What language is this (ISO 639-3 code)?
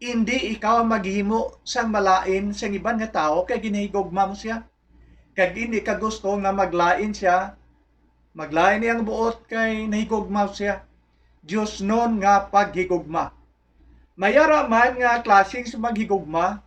hil